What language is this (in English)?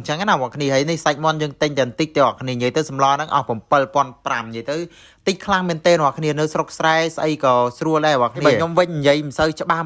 Khmer